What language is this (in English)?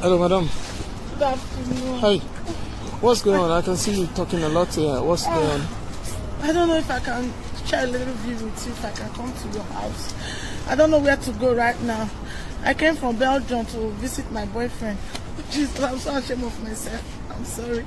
Nigerian Pidgin